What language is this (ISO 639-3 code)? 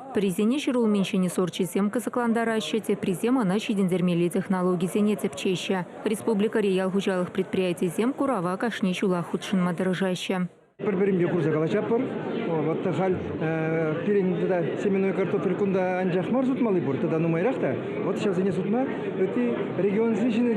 chv